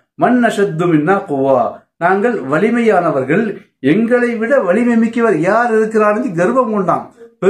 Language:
Tamil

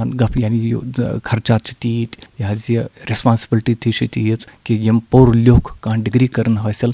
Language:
Kashmiri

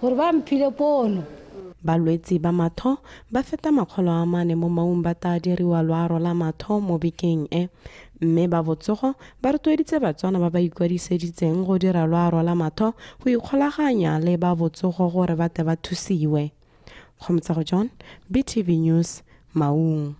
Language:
Tswana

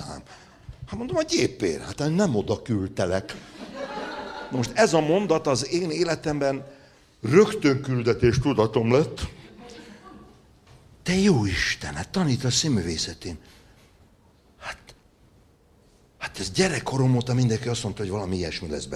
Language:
Hungarian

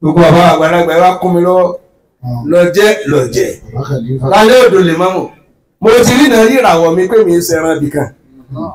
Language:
Yoruba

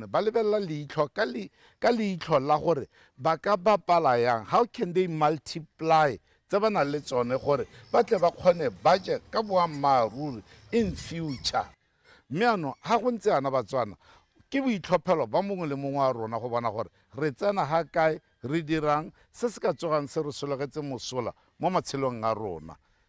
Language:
Tswana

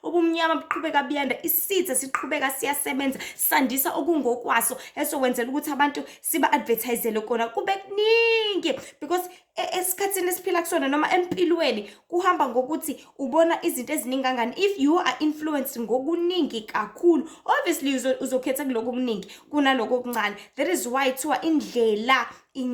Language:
Zulu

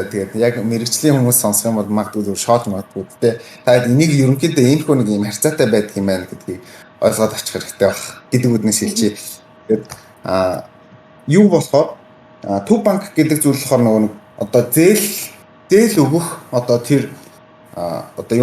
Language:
Mongolian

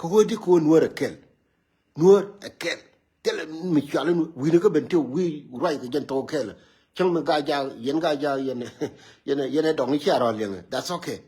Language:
Nuer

